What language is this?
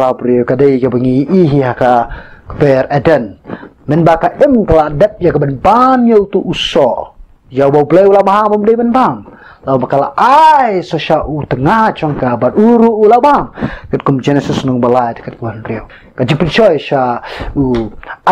Khasi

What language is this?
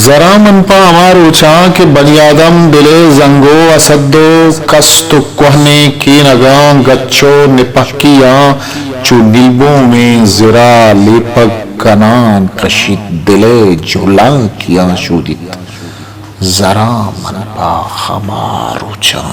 Eastern Balochi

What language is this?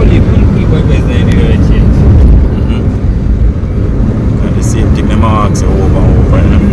Jamaican Creole English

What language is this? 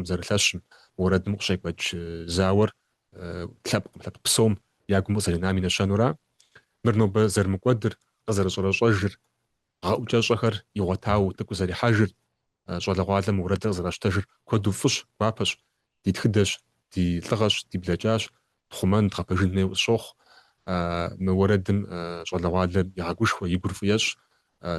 Kabardian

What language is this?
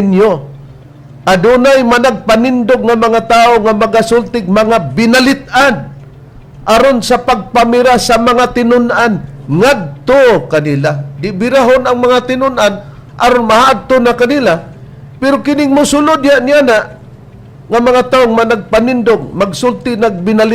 Cebuano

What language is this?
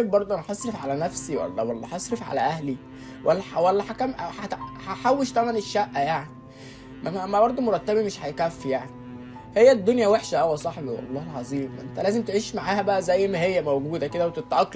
Egyptian Arabic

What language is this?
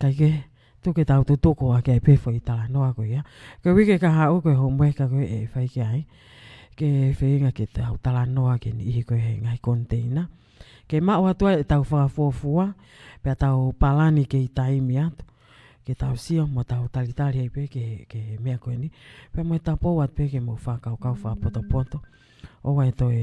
Tongan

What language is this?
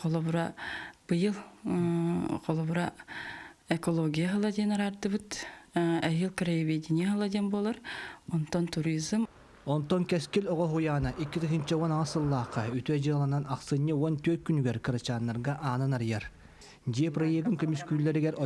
Yakut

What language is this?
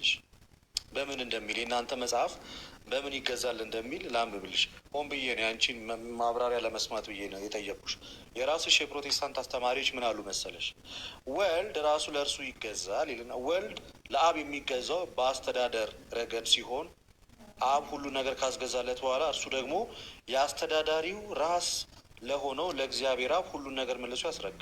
Amharic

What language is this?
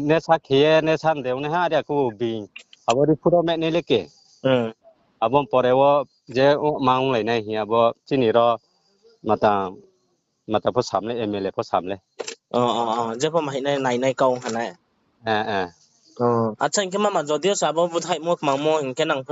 Riang (India)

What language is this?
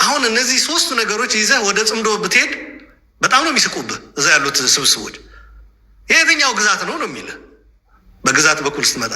Amharic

